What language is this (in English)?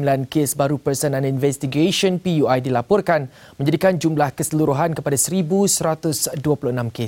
Malay